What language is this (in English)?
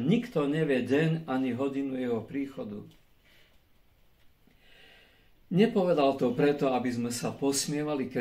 Slovak